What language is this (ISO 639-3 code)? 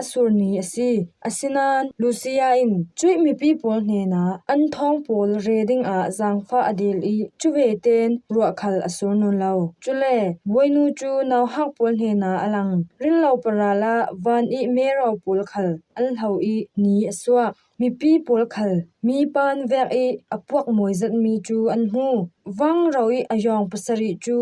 cfm